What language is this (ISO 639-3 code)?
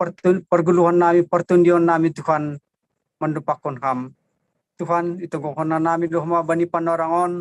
bts